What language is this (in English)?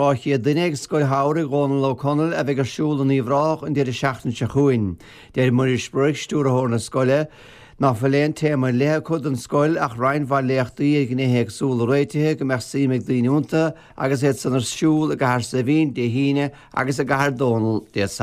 Irish